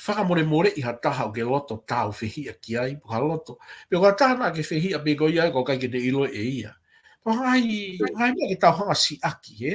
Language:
Tongan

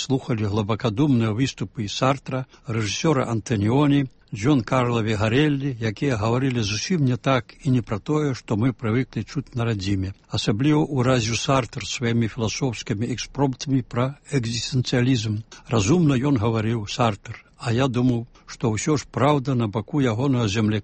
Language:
Belarusian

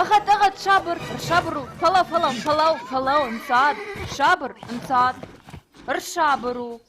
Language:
Ossetic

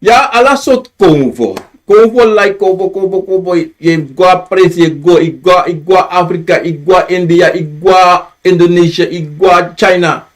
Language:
Sranan Tongo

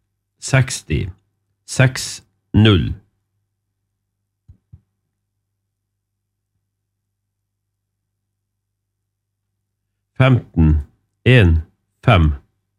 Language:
Norwegian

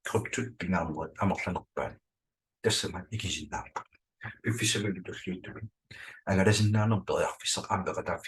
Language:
Kalaallisut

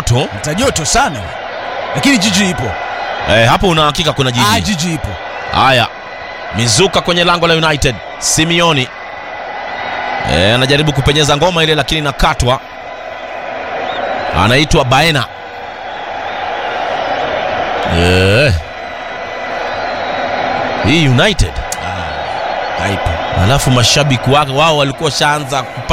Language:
Swahili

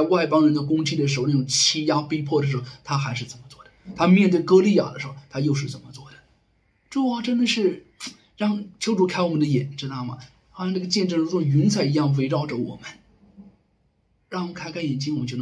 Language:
Chinese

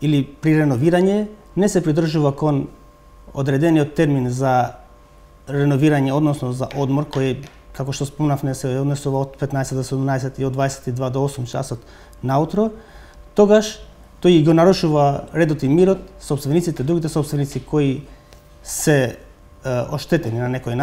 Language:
Macedonian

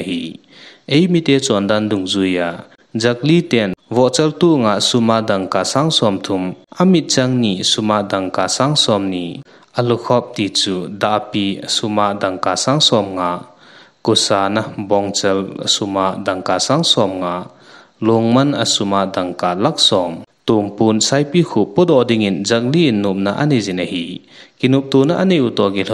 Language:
Thado Chin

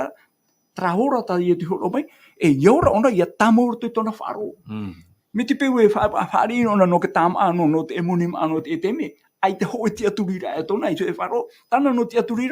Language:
Tahitian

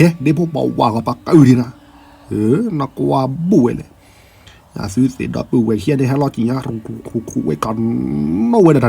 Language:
S'gaw Karen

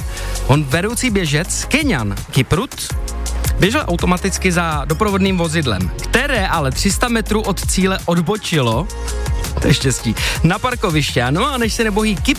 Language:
Czech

